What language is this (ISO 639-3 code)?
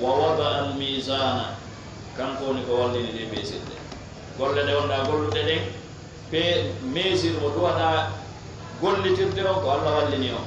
ful